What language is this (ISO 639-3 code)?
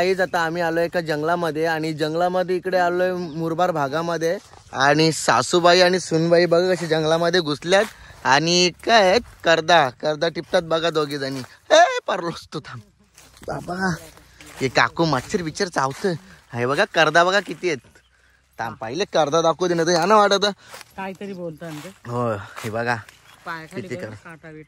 mar